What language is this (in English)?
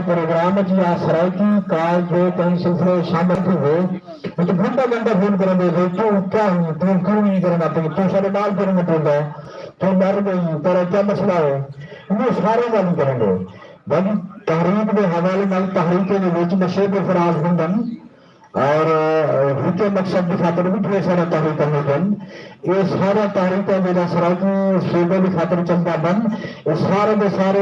Saraiki